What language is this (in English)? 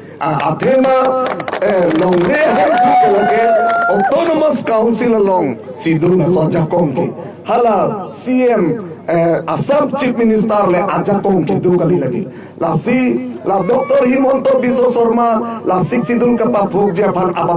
Karbi